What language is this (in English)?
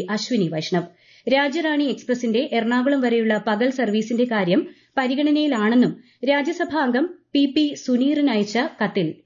Malayalam